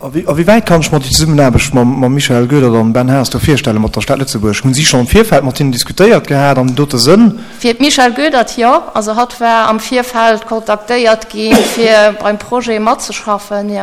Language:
Luxembourgish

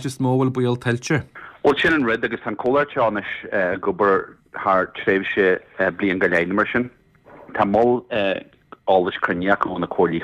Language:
Irish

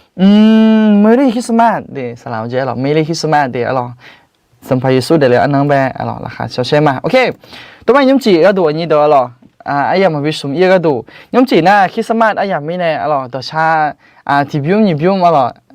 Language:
Akha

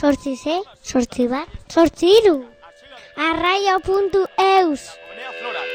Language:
Basque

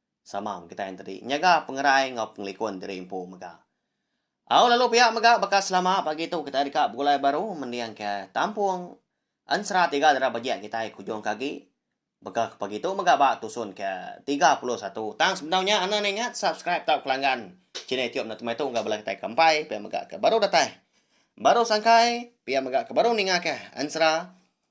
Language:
Iban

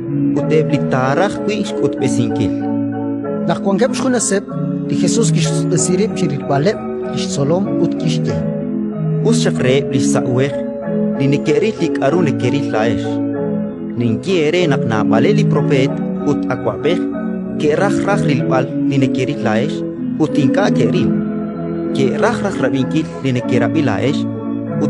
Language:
Kekchí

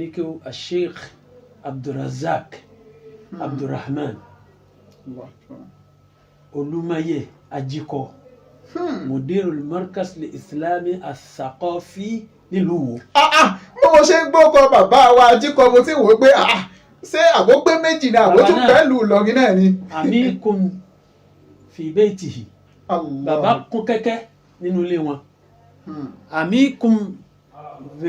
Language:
Yoruba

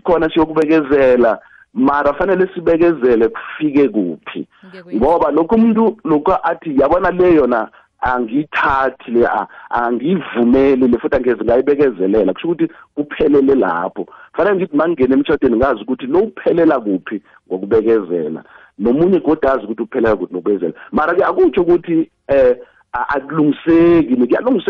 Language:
South Ndebele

